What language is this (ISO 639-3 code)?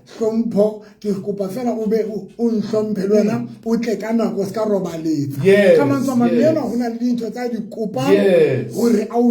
sot